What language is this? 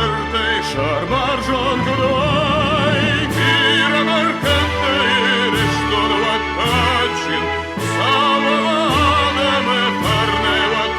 Ossetic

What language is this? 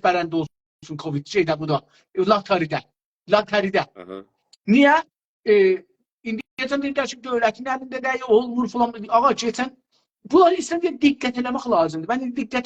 South Azerbaijani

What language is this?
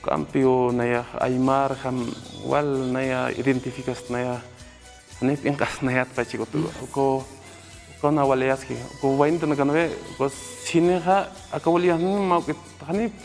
Aymara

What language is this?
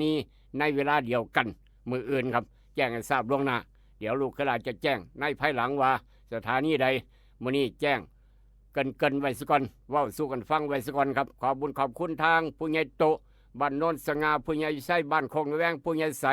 Northeastern Thai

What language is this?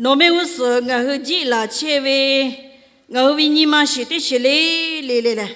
Lahu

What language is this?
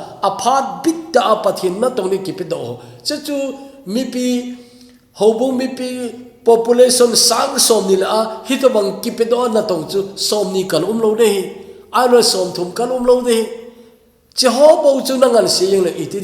Thado Chin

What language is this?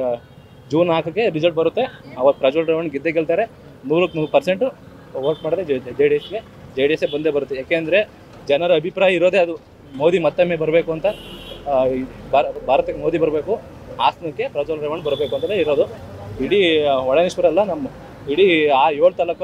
Kannada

